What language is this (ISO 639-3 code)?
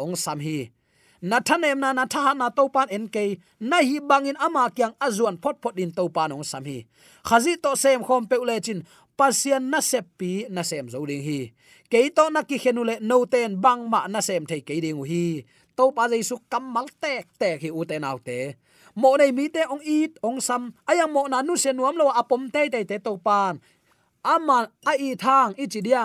ctd